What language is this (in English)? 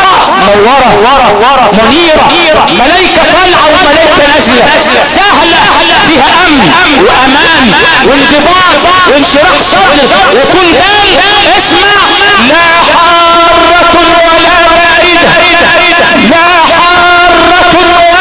Egyptian Arabic